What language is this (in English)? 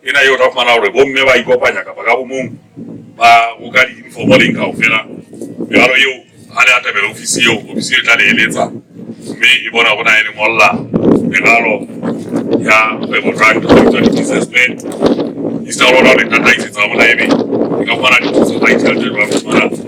Southern Sotho